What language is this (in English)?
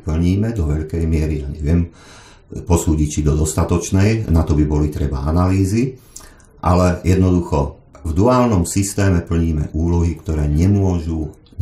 Slovak